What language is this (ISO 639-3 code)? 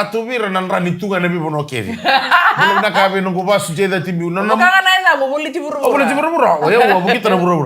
fij